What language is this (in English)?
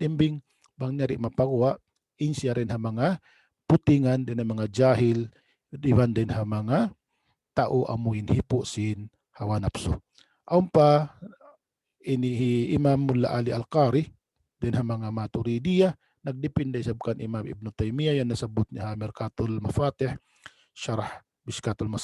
Tausug